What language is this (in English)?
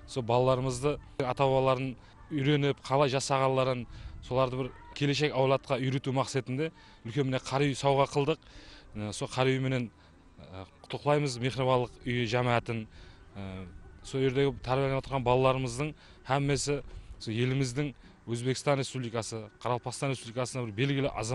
Kara-Kalpak